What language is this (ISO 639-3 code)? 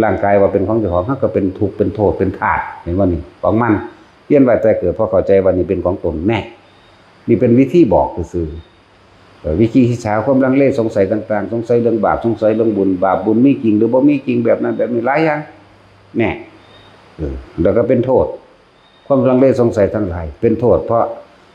tts